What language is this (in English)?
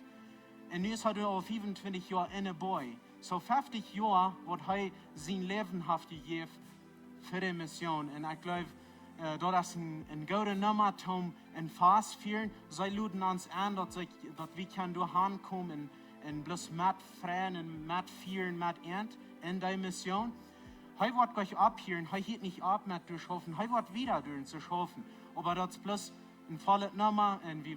Plautdietsch